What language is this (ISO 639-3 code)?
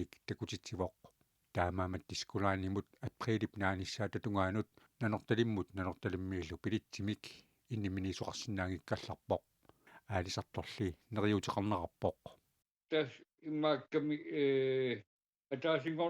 kal